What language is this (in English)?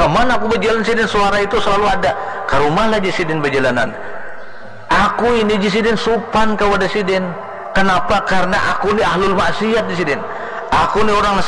Banjar